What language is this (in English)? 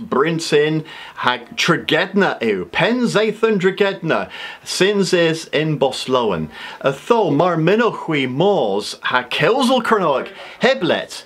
Cornish